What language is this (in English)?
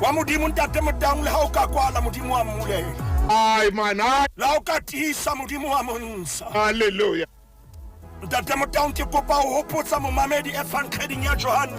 Southern Sotho